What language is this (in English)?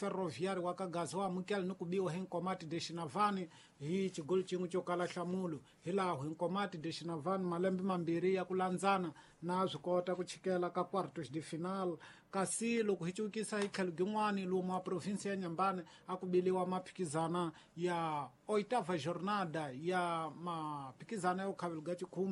Tsonga